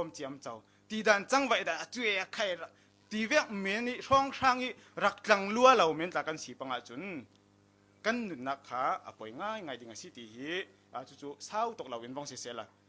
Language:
Falam Chin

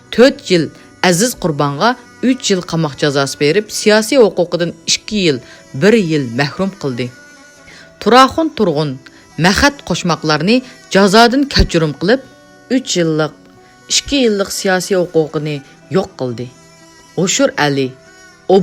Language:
Uyghur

